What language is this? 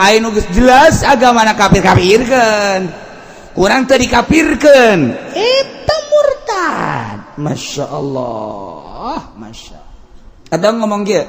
Sundanese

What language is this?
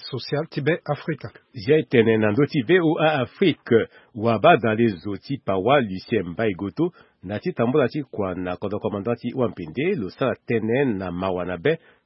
Sango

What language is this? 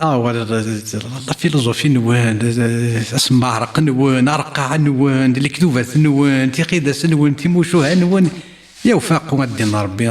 Kabyle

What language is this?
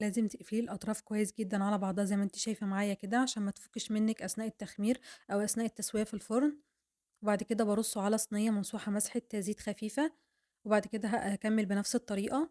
Egyptian Arabic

